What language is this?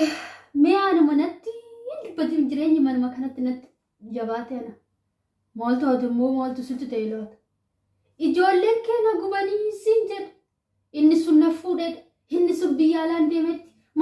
Oromo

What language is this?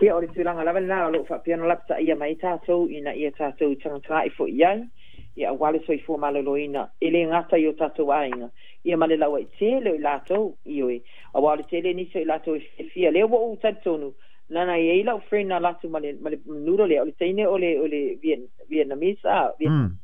Samoan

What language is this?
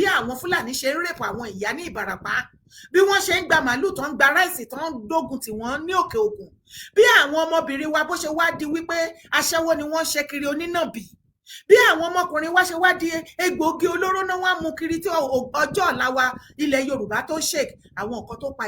Yoruba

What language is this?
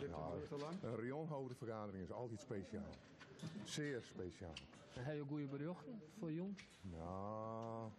Western Frisian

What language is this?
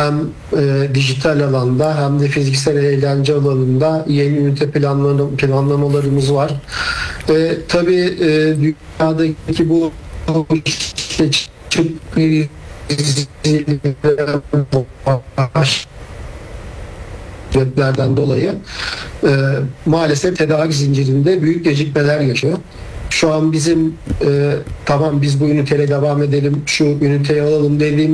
Turkish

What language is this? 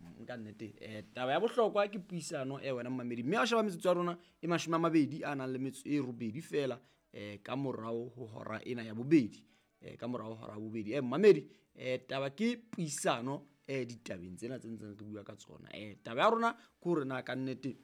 Southern Sotho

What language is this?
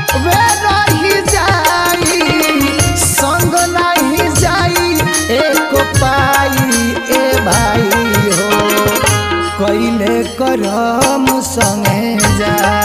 Bhojpuri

